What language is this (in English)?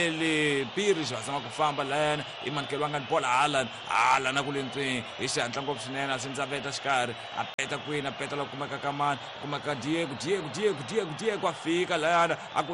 Tsonga